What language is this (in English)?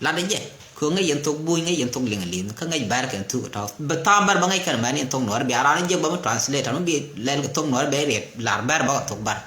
Nuer